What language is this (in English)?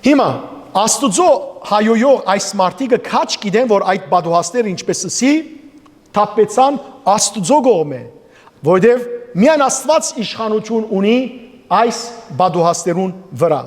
Western Armenian